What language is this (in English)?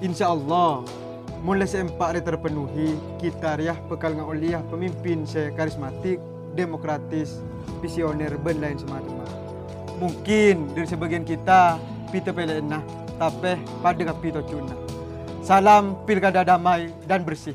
Madurese